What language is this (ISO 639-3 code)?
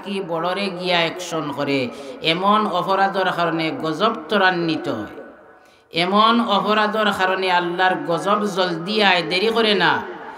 syl